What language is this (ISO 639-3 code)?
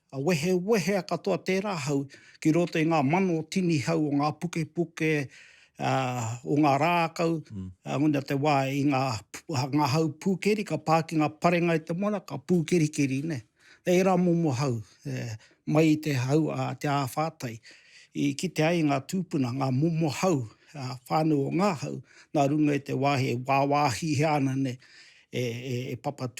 mri